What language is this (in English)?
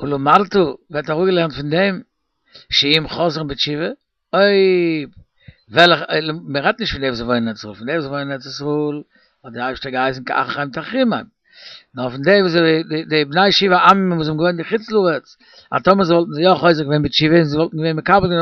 Yiddish